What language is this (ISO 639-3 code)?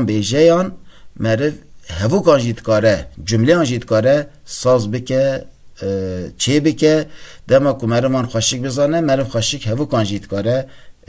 kur